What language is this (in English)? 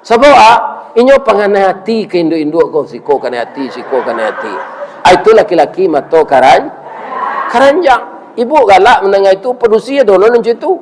Minangkabau